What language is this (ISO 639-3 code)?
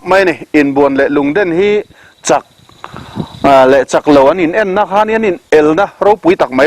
lus